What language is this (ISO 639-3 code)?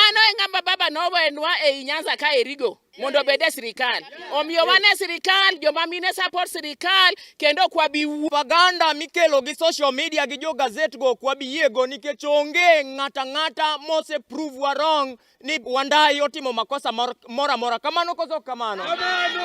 luo